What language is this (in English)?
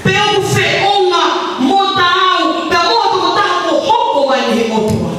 Tongan